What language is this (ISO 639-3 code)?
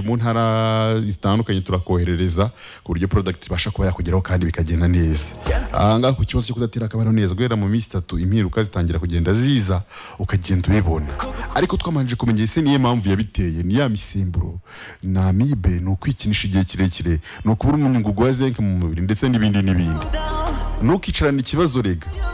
kin